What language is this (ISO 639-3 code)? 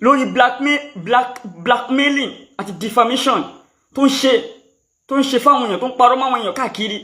yor